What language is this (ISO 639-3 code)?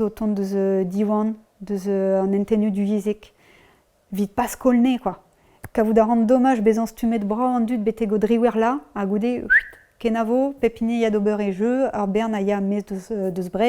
bre